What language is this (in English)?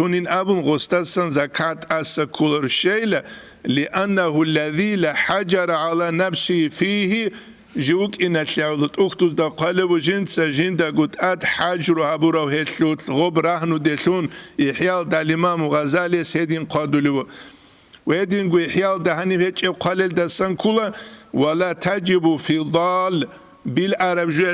Avaric